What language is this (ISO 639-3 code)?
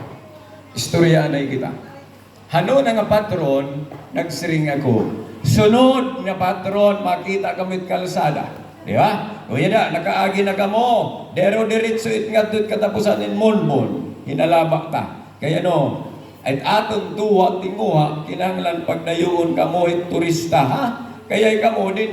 war